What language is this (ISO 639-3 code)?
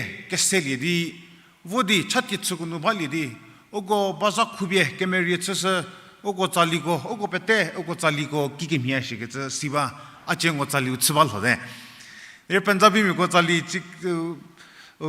njm